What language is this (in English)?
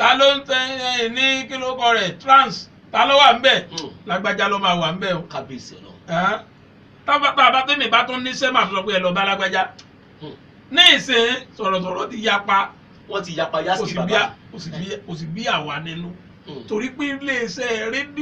Yoruba